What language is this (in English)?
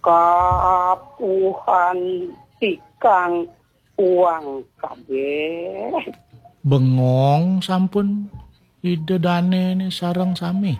Balinese